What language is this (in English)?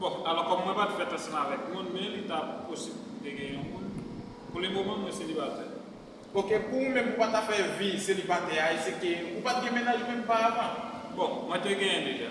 Haitian Creole